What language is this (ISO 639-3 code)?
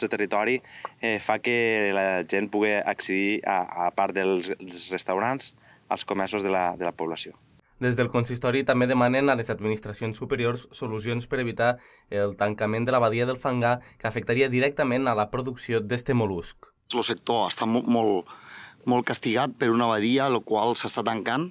cat